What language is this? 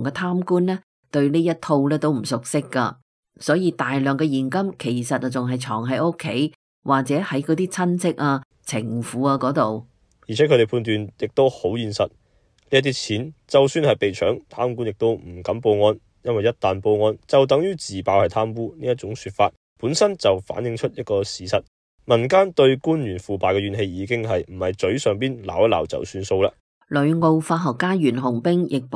Cantonese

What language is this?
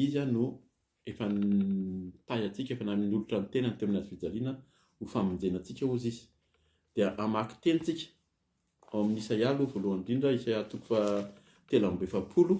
Malagasy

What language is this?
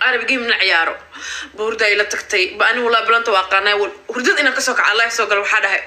Somali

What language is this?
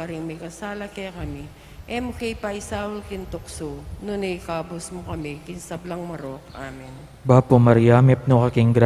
Pampanga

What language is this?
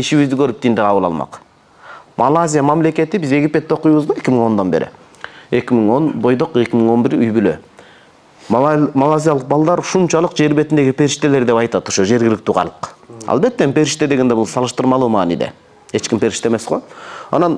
Kyrgyz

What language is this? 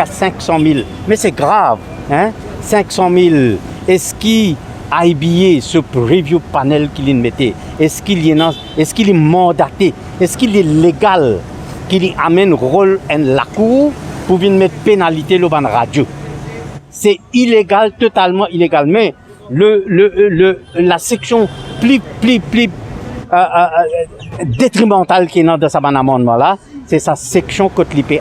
Morisyen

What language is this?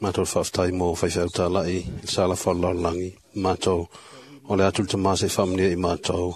Samoan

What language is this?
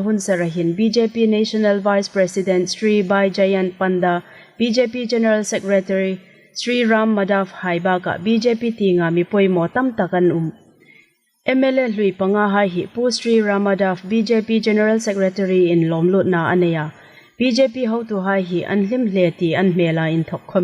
Hmar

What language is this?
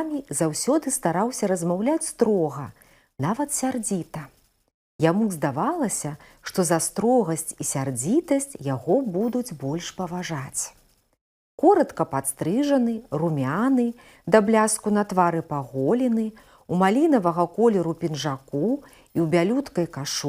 Belarusian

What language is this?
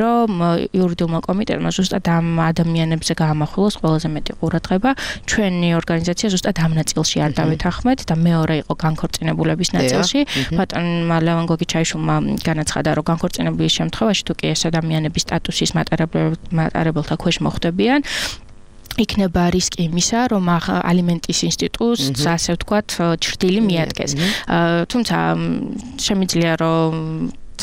Georgian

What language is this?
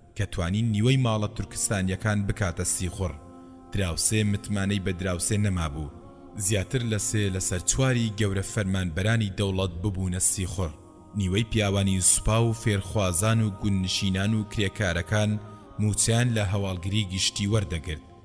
Central Kurdish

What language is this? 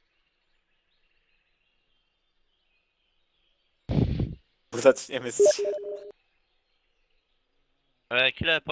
Polish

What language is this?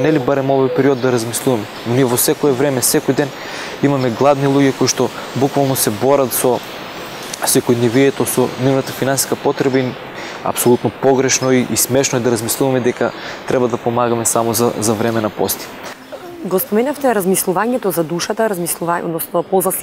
Macedonian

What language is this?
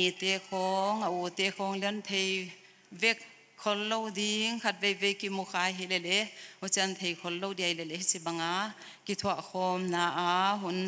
Paite Chin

